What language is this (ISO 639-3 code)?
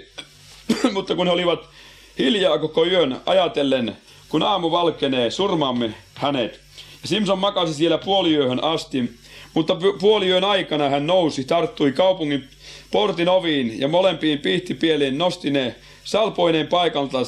fin